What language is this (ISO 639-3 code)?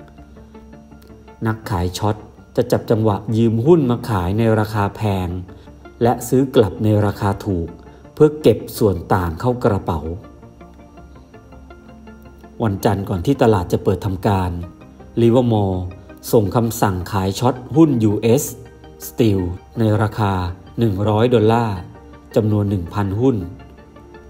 tha